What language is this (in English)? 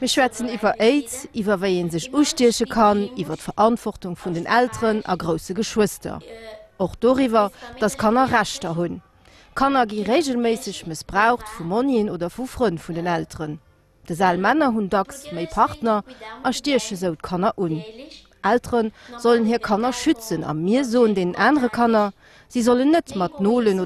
Luxembourgish